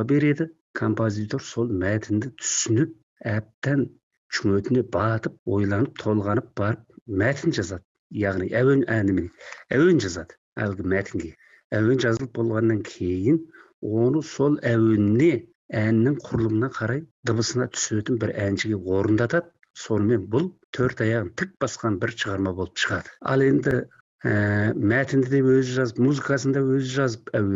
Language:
Kazakh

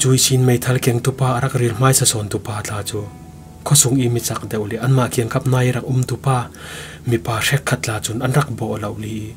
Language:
Falam Chin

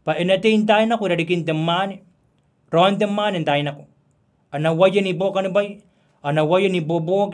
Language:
Gilbertese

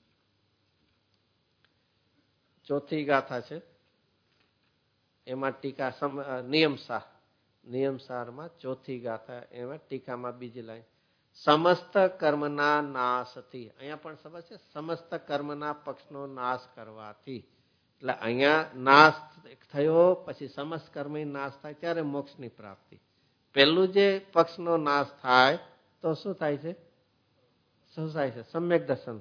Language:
Gujarati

